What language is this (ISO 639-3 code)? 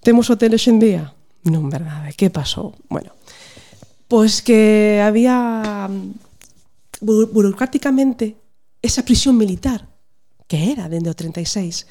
glg